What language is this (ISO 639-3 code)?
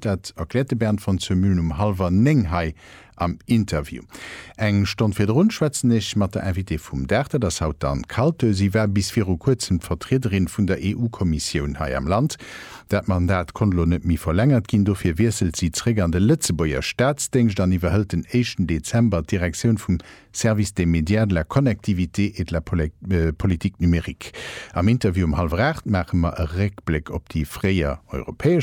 ltz